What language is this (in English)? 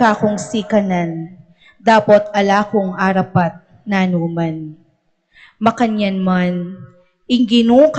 Pampanga